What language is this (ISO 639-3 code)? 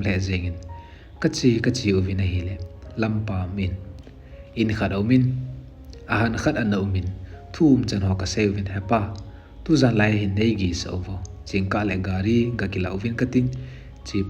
tcz